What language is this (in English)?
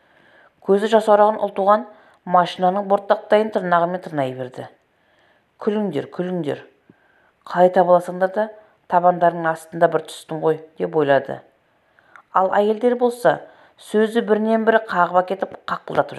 Kazakh